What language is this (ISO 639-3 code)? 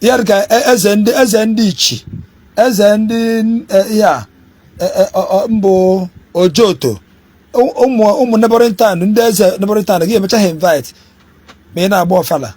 ibo